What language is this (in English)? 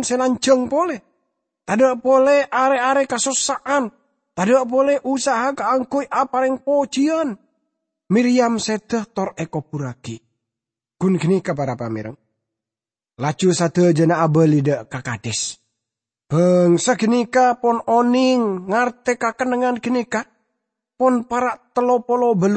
Madurese